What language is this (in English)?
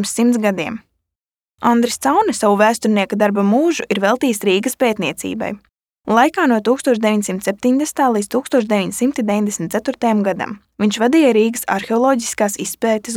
Latvian